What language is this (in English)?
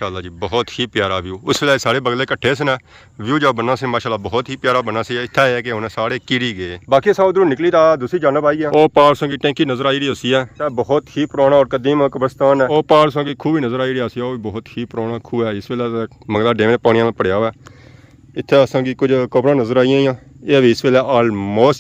Pahari-Potwari